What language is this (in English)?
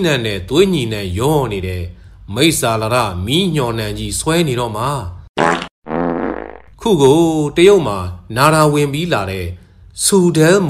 Burmese